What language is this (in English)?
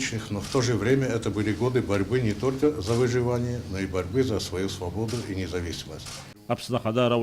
Abkhazian